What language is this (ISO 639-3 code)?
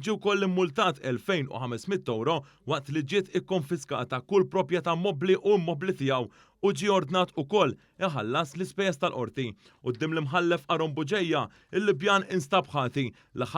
mlt